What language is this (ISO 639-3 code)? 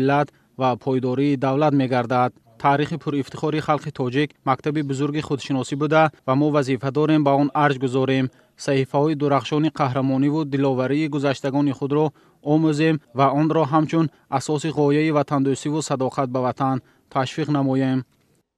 tgk